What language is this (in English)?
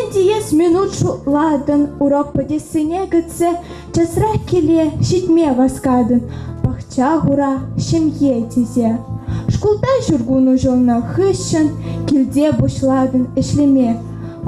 Chuvash